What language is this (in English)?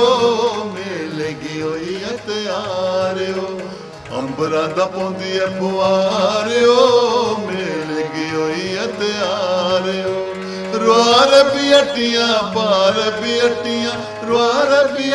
Dogri